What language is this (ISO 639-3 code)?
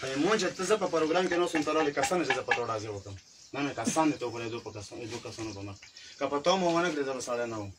pus